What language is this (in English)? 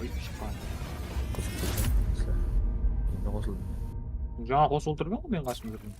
Kara-Kalpak